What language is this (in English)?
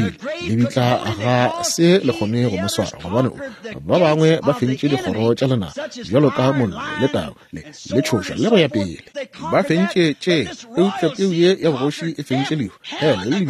Northern Sotho